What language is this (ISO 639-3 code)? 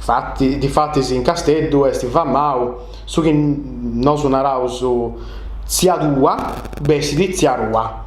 srd